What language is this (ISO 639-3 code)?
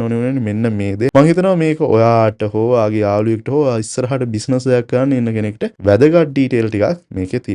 sin